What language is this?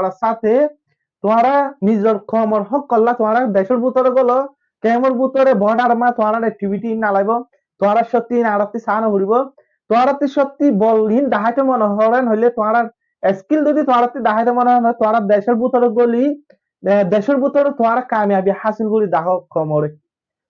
Rohingya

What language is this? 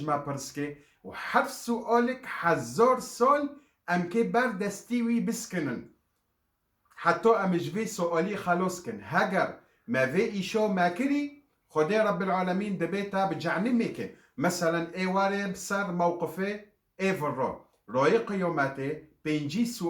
Kurdish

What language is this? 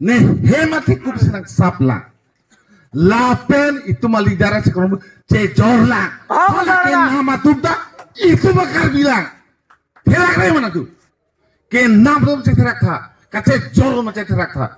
Karbi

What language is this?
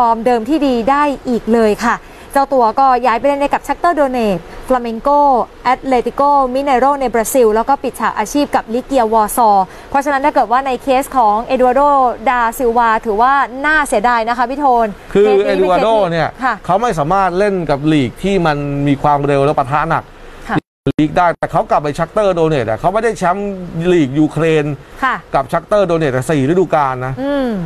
Thai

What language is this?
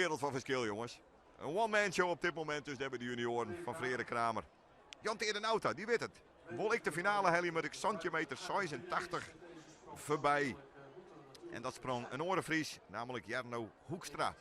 Western Frisian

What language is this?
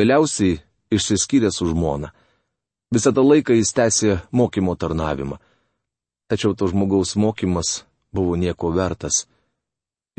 Lithuanian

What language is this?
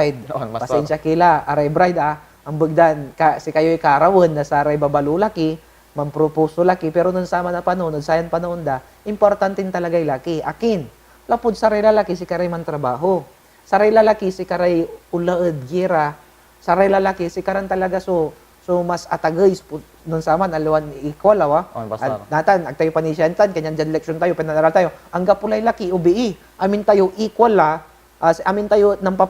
Pangasinan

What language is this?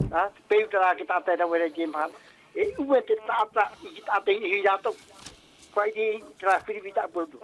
Tahitian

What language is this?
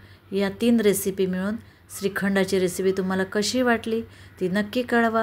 Marathi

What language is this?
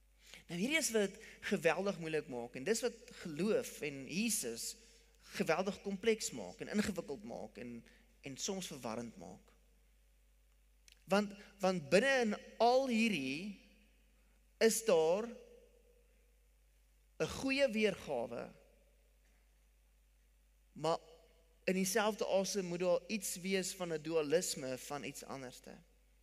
Afrikaans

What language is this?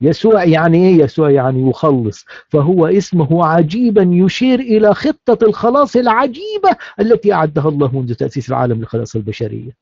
Egyptian Arabic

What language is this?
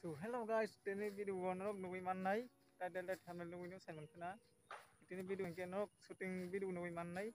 Kok Borok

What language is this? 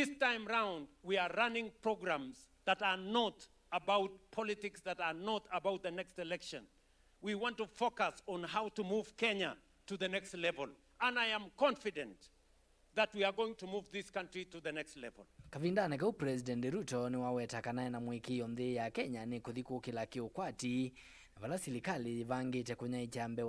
Kamba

